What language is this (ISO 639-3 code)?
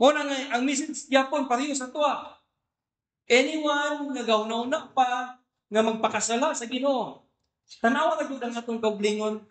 ceb